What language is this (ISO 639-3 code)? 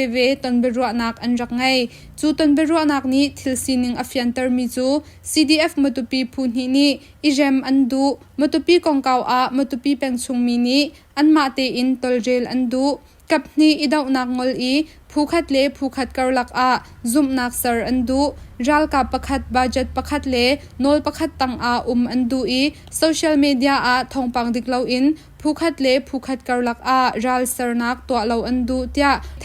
cnh